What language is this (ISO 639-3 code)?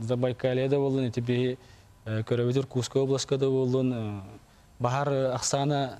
sah